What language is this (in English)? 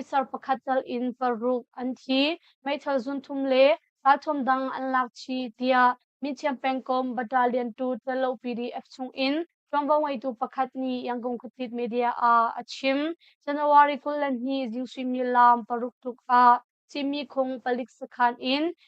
Hakha Chin